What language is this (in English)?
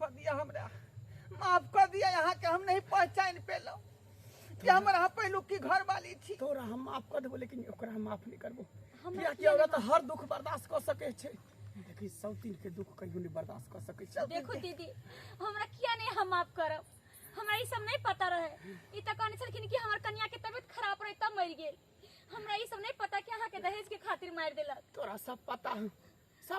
Maithili